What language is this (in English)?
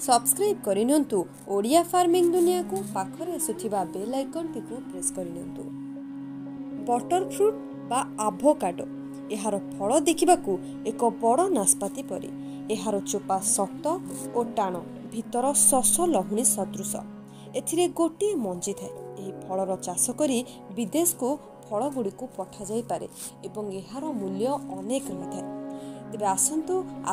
Odia